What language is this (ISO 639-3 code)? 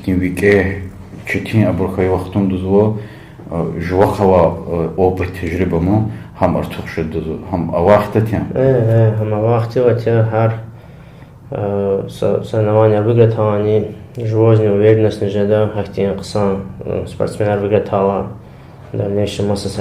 lez